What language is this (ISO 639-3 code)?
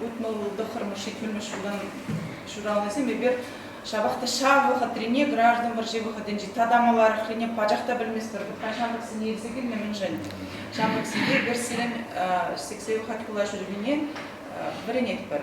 chv